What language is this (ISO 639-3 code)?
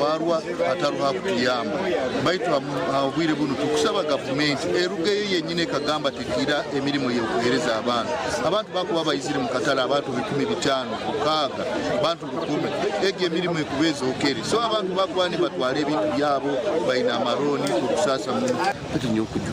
nyn